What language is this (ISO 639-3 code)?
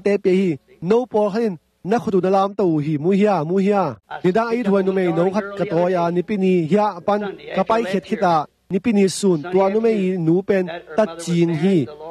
ctd